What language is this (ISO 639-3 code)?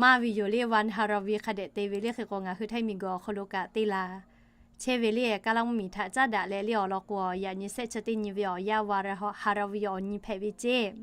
lhu